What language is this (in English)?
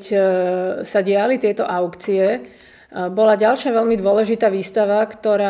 Slovak